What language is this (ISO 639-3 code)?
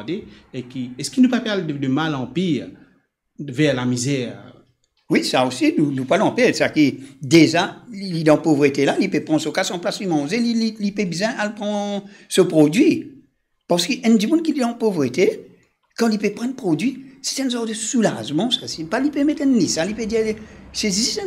mfe